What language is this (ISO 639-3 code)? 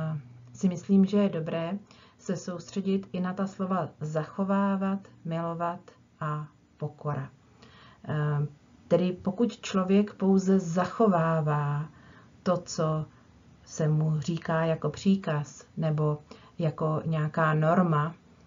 ces